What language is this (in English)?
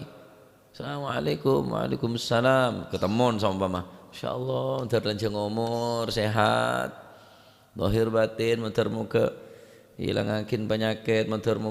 Madurese